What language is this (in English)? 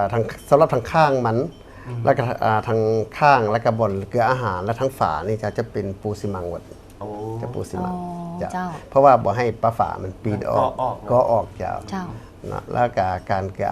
Lao